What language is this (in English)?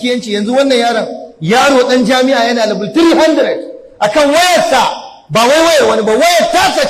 Hausa